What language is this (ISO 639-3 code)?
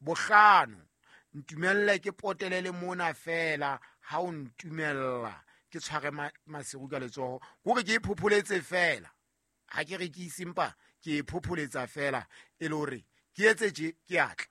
sot